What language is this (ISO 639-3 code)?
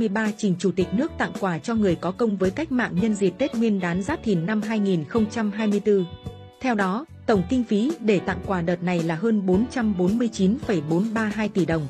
vie